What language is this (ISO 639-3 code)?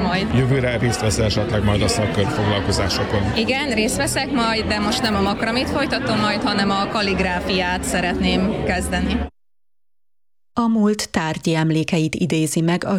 hun